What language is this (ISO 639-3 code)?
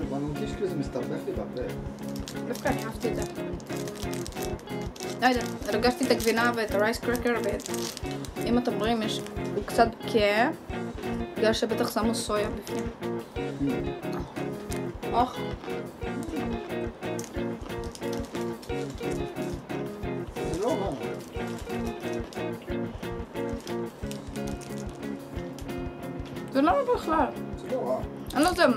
heb